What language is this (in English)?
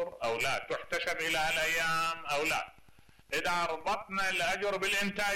Mesopotamian Arabic